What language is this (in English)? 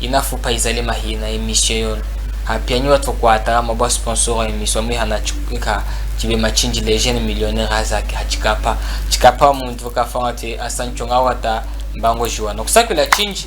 Chokwe